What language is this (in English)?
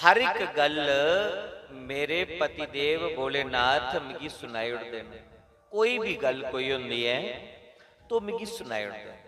Dogri